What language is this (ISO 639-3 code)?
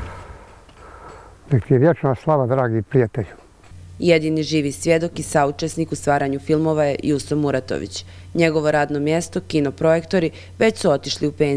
bos